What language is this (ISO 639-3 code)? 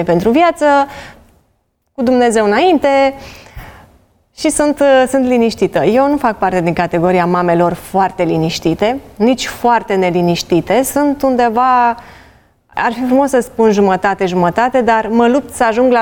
ron